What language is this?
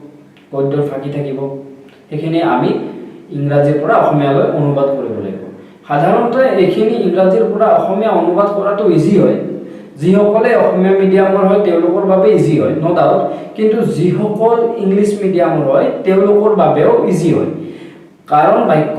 Assamese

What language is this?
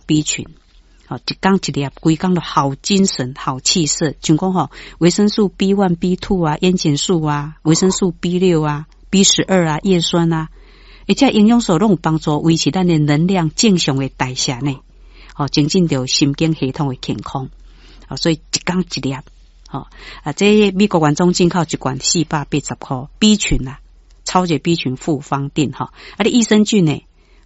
Min Nan Chinese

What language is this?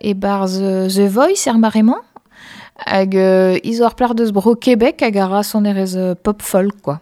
Breton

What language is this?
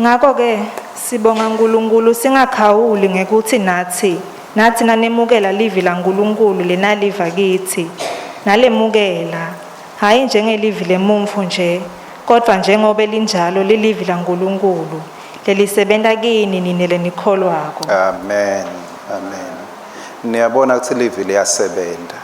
Swati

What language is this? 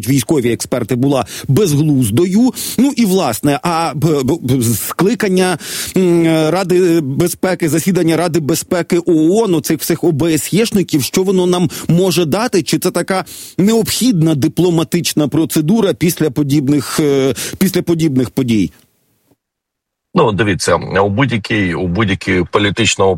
Ukrainian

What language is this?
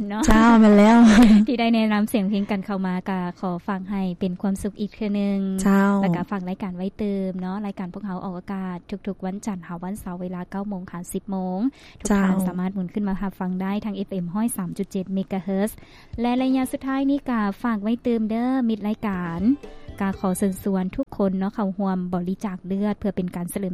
Lao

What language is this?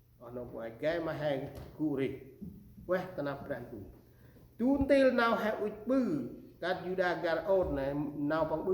Central Mnong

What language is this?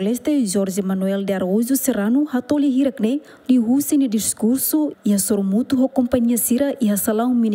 Tetum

